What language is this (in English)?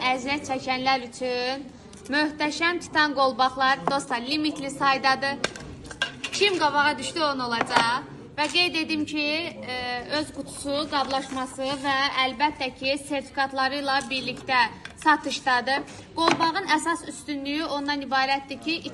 Azerbaijani